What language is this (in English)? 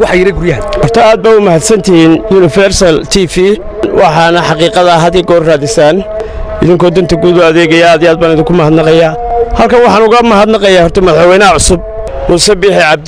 Somali